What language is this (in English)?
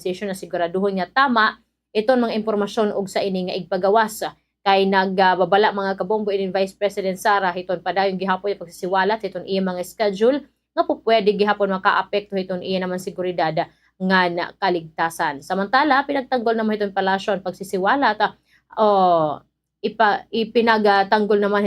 Waray